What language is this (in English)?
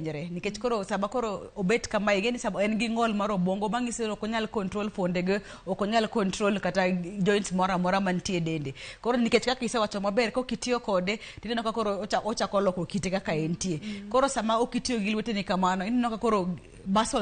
Luo (Kenya and Tanzania)